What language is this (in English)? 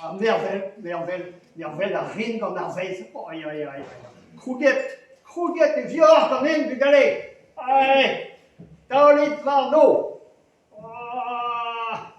Breton